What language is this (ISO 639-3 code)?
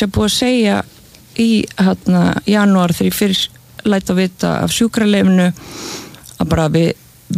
isl